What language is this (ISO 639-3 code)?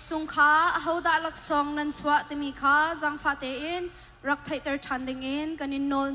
cnh